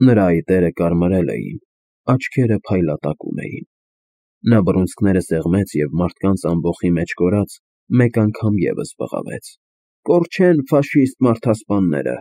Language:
Armenian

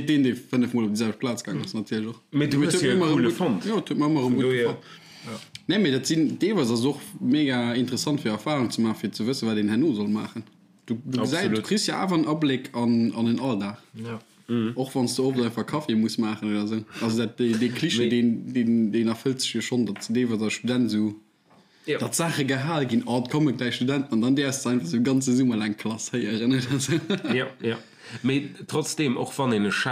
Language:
Luxembourgish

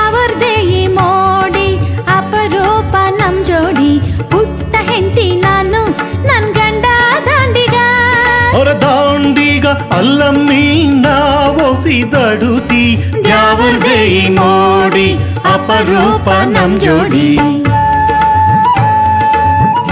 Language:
Kannada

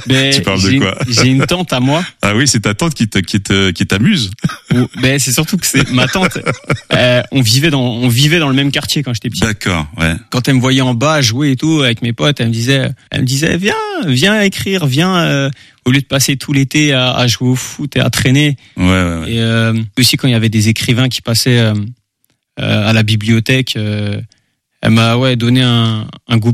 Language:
French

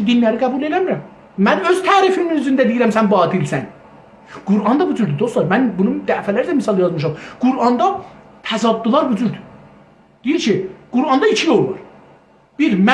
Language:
South Azerbaijani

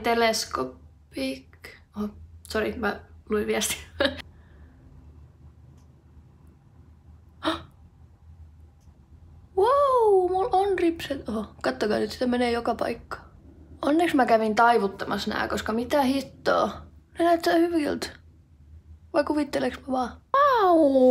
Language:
Finnish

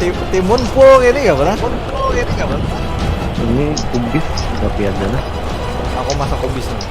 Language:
Banjar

